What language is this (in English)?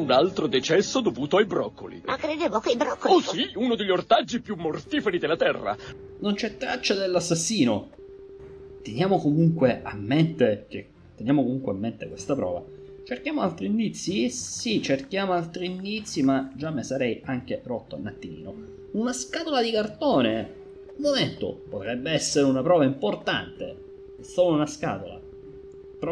Italian